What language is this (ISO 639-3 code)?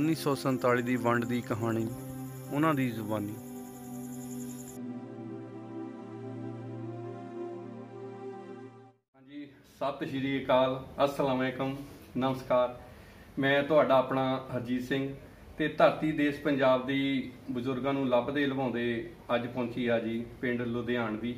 pan